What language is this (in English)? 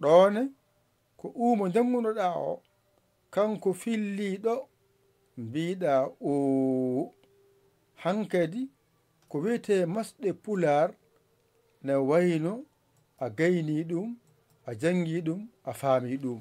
Fula